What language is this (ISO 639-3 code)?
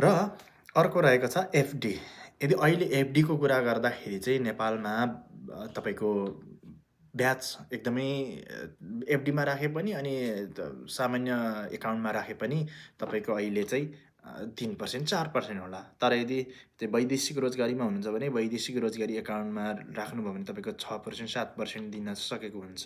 nep